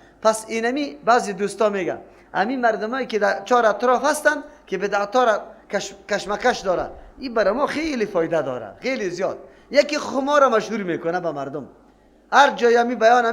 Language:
Persian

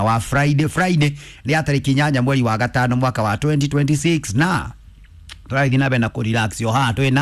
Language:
Kikuyu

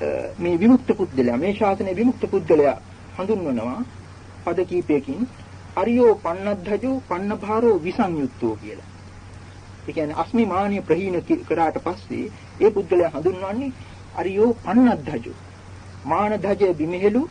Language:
Sinhala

